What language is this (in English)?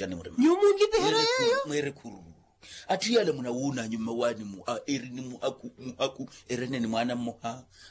Makhuwa